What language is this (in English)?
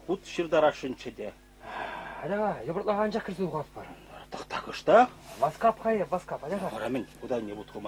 Chuvash